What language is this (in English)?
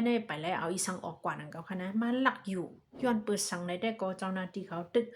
Shan